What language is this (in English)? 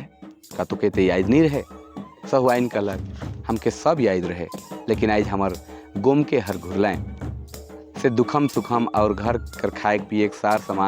Sadri